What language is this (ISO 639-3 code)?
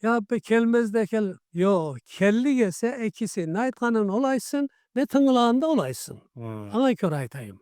krc